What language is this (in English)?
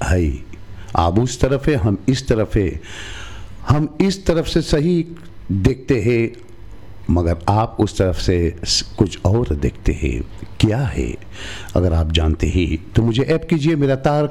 Hindi